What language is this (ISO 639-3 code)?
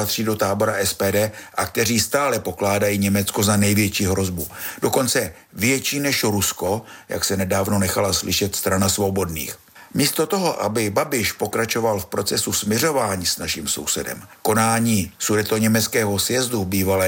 ces